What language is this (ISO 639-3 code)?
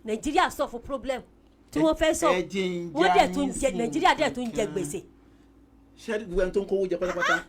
yor